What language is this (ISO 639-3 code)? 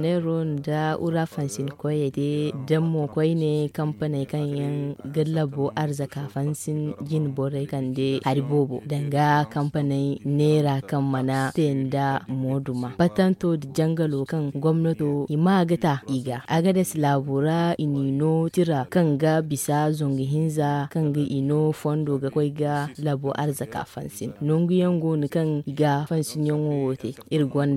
dje